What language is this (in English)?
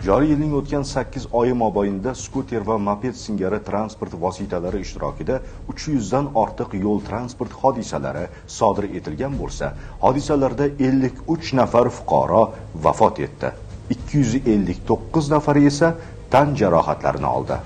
Uzbek